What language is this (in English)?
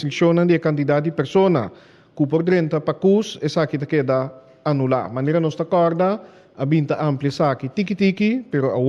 Papiamento